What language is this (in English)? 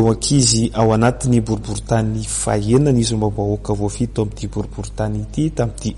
Malagasy